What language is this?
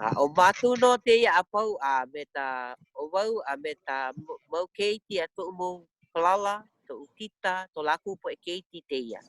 Hawaiian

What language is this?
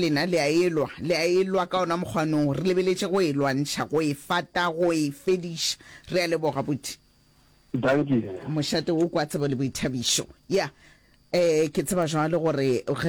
Northern Sotho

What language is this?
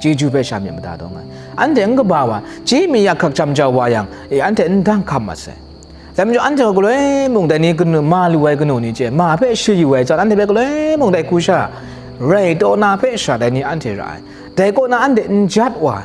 Kachin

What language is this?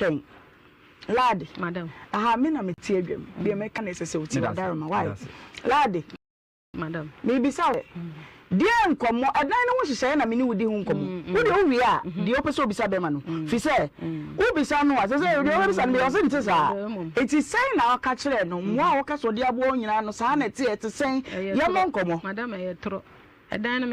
Akan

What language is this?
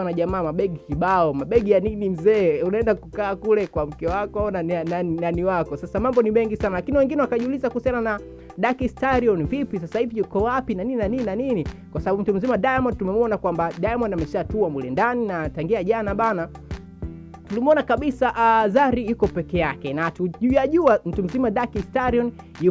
Swahili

